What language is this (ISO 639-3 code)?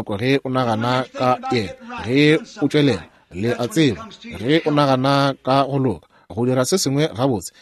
nso